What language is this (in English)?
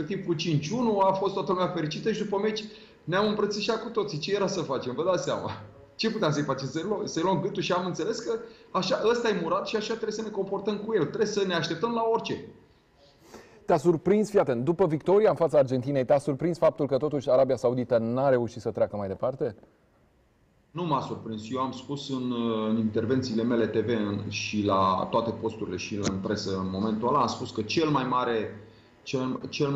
Romanian